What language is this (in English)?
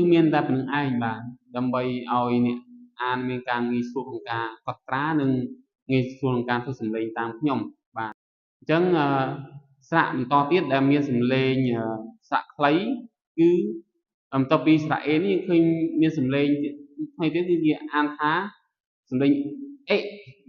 Khmer